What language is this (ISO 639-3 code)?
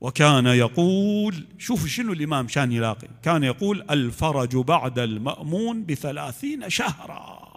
acm